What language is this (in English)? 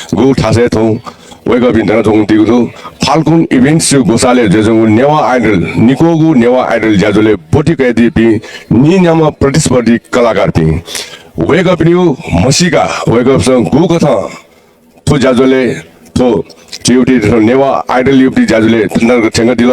Newari